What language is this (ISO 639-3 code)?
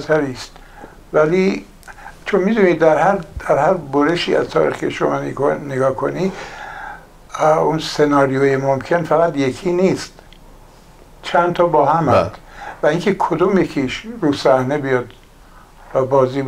fas